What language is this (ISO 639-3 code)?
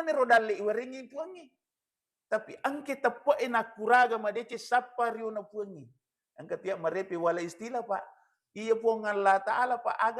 bug